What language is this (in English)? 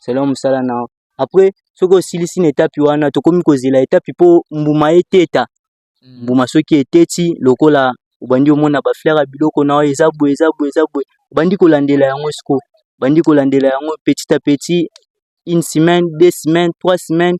Lingala